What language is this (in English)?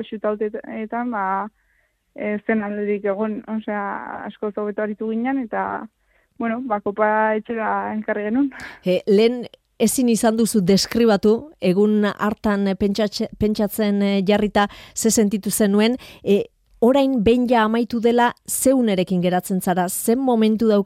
Basque